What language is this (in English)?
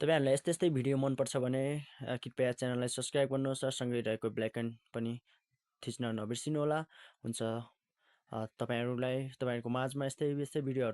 Nepali